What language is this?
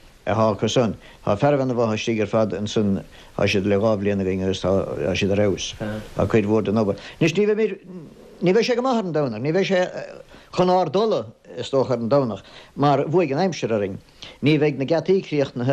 Irish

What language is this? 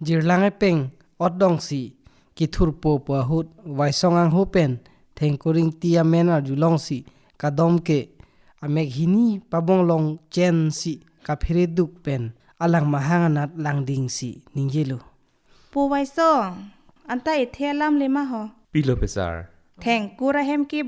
Karbi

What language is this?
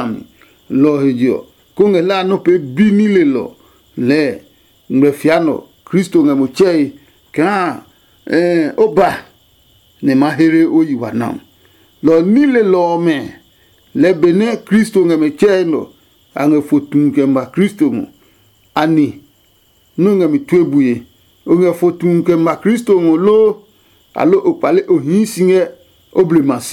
Adangme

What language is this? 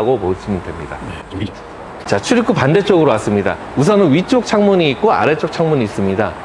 Korean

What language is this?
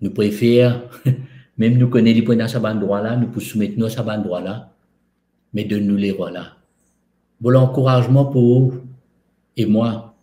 Morisyen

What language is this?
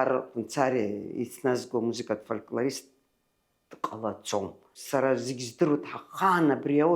Abkhazian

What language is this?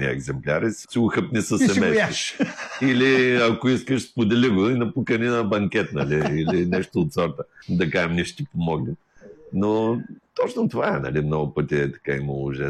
Bulgarian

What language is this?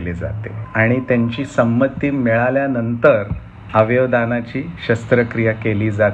Marathi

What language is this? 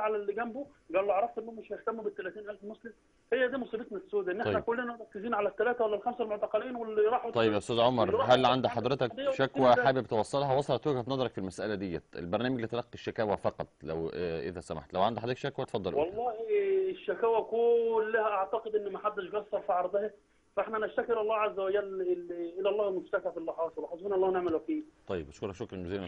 Egyptian Arabic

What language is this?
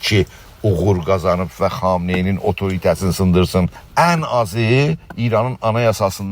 South Azerbaijani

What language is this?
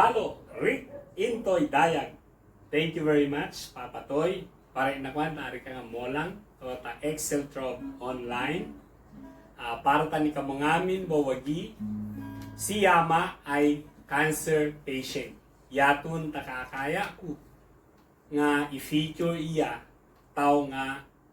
Ibanag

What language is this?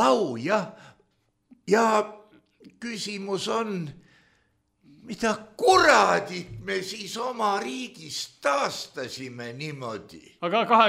Estonian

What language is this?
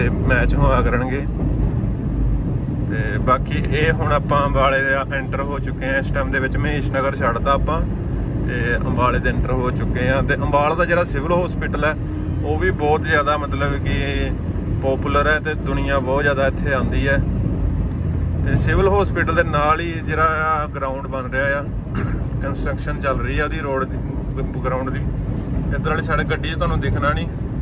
Punjabi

